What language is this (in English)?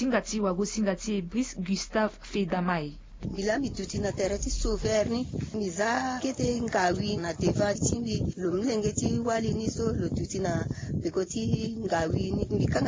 Sango